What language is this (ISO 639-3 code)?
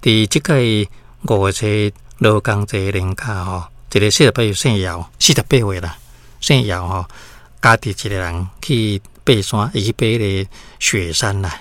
nan